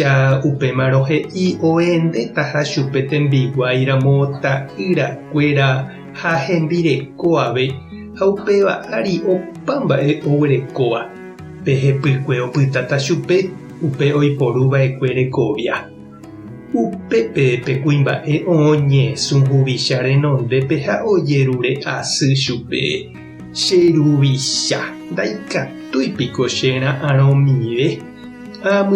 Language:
Guarani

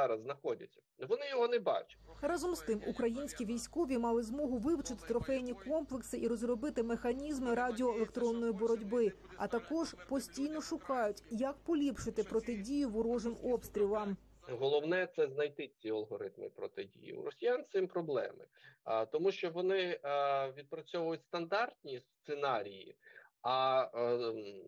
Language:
Ukrainian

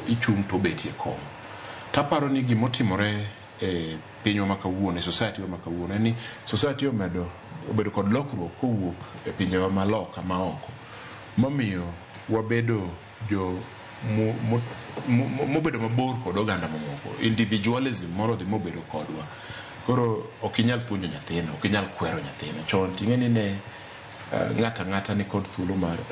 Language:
Luo (Kenya and Tanzania)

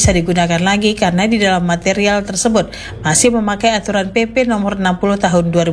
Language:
Indonesian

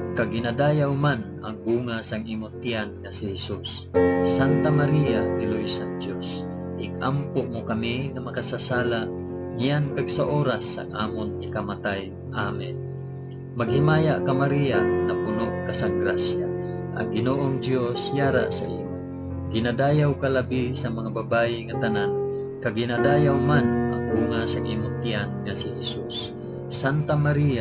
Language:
Hiligaynon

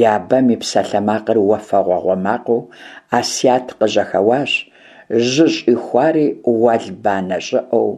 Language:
Kabardian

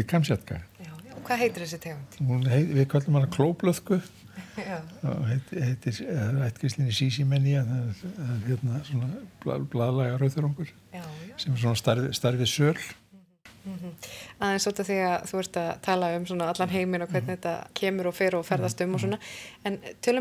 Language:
Icelandic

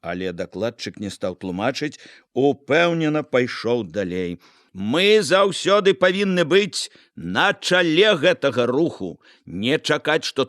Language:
Belarusian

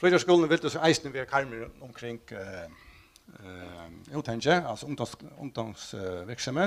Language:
Faroese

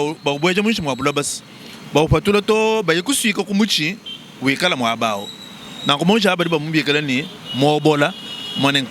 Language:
Luba-Lulua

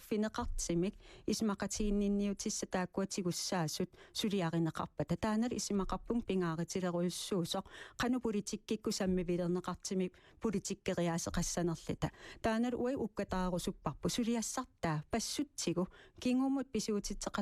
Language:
Kalaallisut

